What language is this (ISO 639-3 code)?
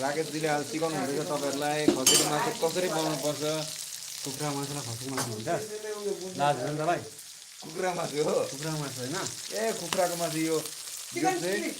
nep